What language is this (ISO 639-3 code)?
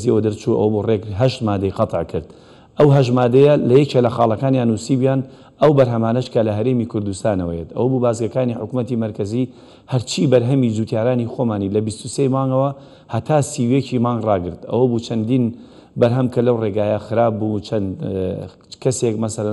ckb